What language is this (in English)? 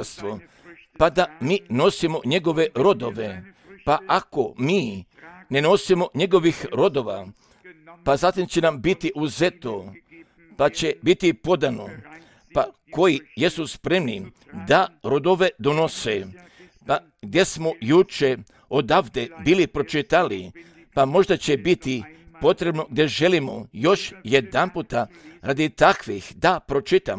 Croatian